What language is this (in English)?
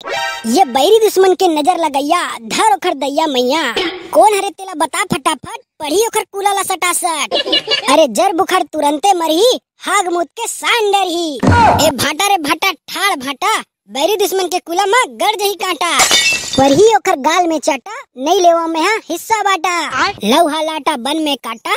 Chhattisgarhi